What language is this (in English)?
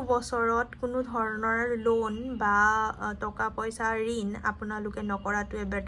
Assamese